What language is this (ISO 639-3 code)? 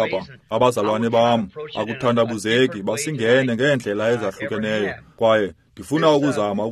xho